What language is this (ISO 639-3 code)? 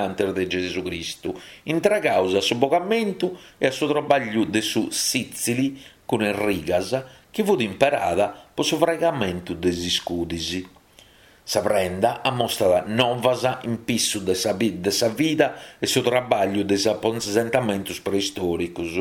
srd